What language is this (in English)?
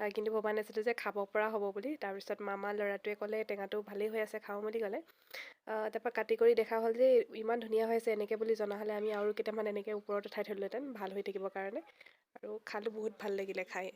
Assamese